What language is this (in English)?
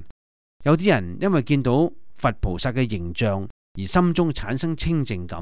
Cantonese